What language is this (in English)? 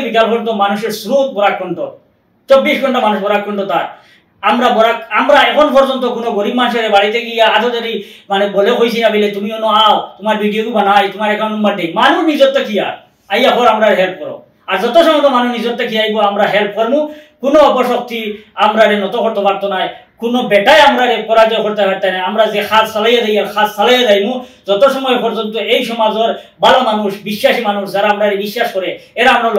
Sylheti